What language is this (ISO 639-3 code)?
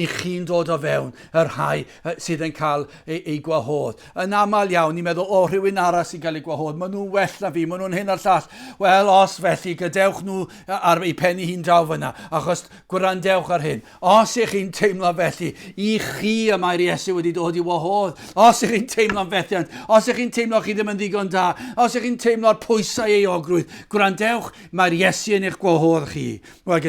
cym